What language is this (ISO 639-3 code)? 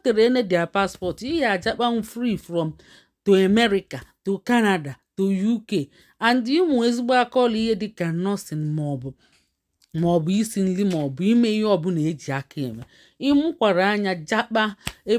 ibo